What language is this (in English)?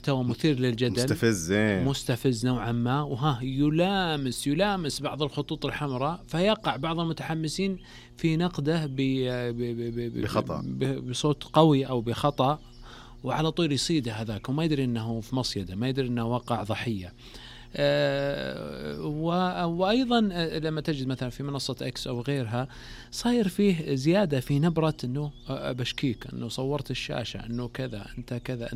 Najdi Arabic